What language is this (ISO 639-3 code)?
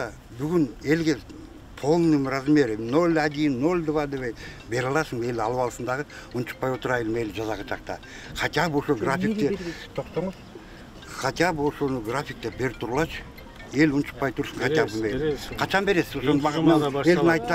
kir